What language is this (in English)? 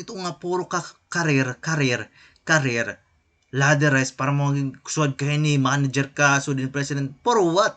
Waray